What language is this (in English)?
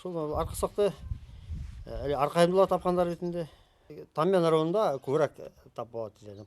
Bashkir